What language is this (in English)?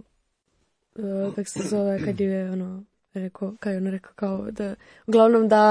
Croatian